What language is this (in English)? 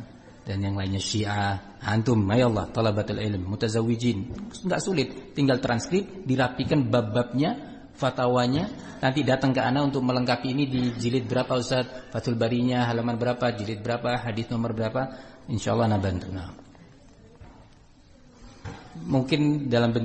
Indonesian